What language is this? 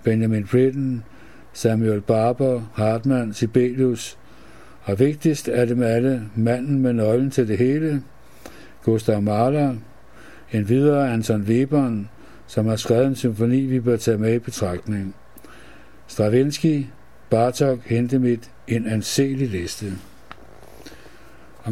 Danish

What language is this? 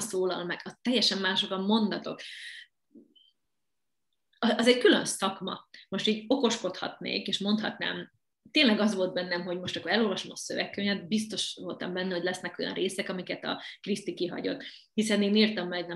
Hungarian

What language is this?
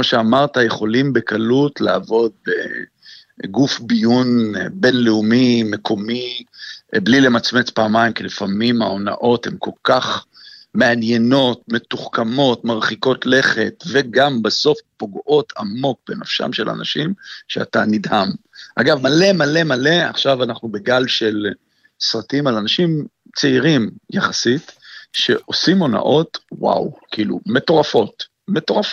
Hebrew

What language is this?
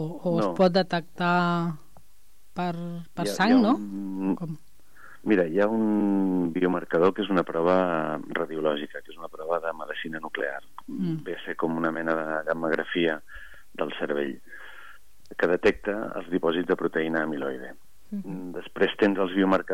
Catalan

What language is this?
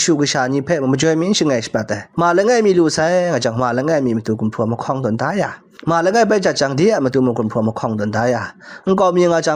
Kachin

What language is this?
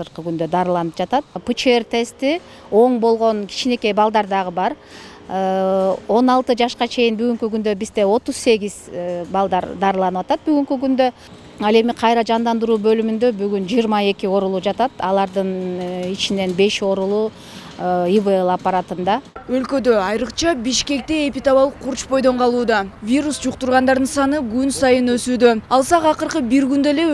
Kyrgyz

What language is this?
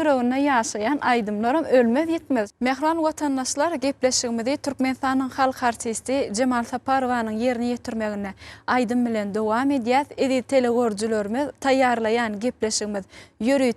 Turkmen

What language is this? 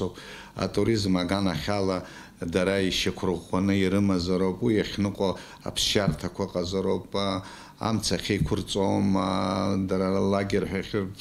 Abkhazian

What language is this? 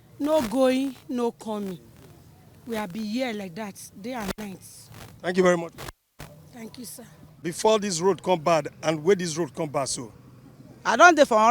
Nigerian Pidgin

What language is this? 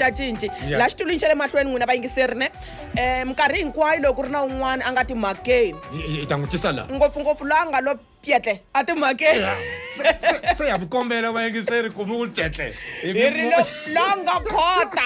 Tsonga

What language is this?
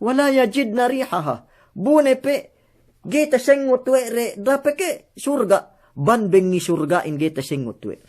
Yakan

